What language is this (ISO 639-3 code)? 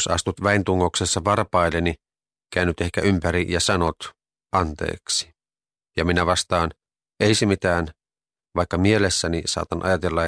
fin